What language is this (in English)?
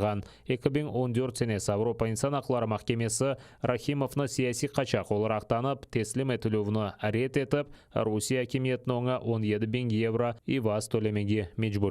Crimean Tatar